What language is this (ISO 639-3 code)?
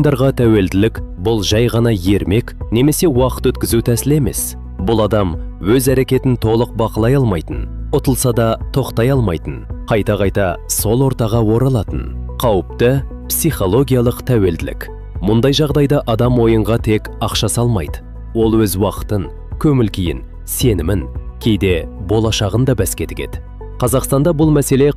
kaz